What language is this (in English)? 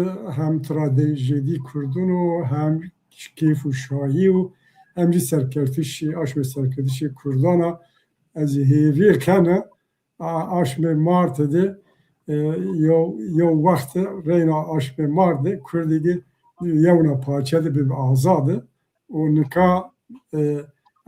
Zaza